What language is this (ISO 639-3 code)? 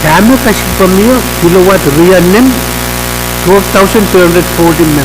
pon